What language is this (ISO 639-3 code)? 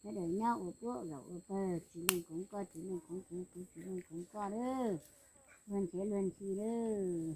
hmn